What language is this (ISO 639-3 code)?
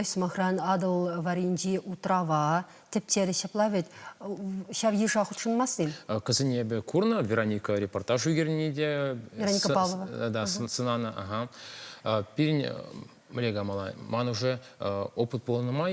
chv